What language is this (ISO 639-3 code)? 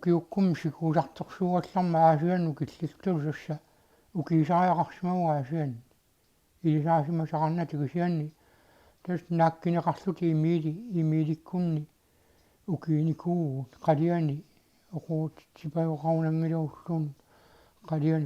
kal